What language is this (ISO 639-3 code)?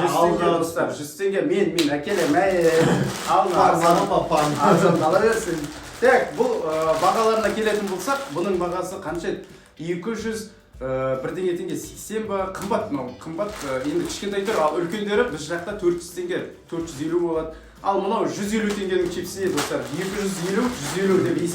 kaz